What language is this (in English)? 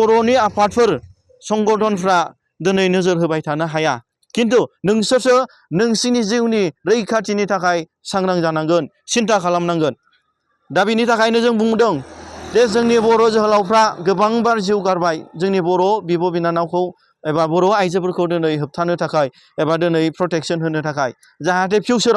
Bodo